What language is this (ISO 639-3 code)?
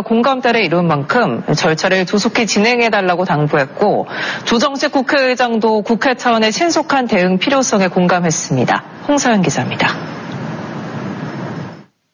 kor